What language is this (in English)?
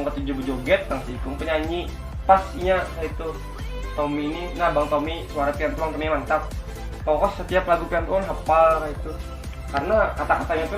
Banjar